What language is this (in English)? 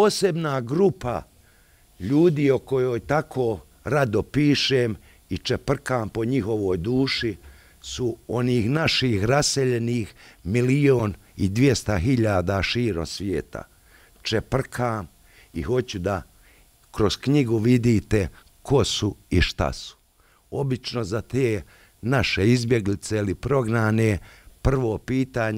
Bosnian